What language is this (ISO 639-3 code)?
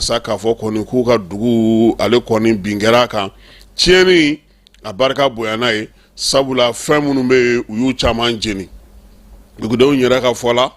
bam